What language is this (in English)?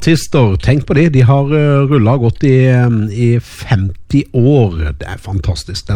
Norwegian